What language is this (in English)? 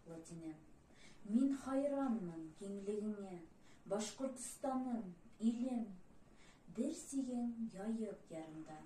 Bashkir